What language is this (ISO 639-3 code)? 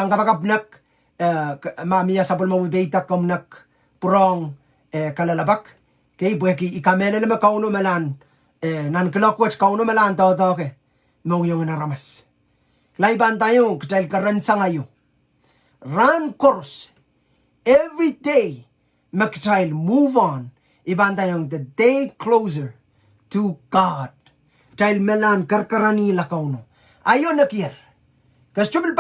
pon